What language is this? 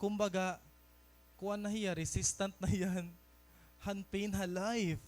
Waray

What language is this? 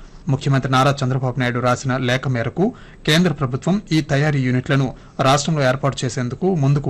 Telugu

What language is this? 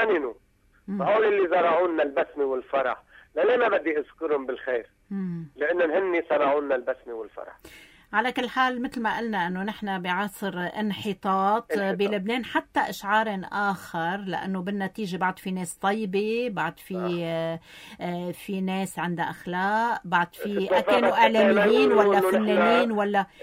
North Levantine Arabic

